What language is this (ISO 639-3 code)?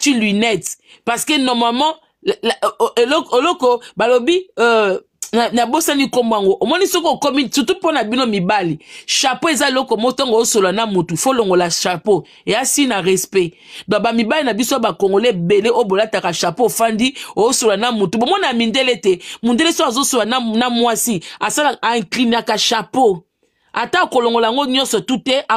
lin